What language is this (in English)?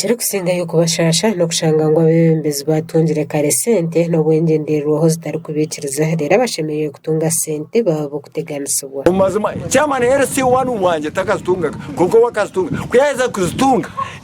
Nyankole